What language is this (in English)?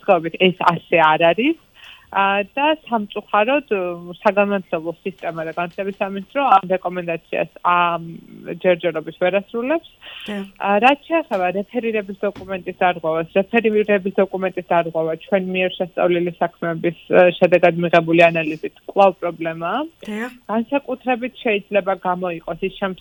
Georgian